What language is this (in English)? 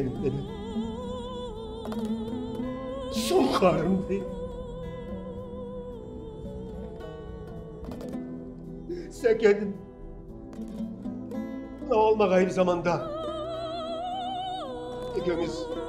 Kazakh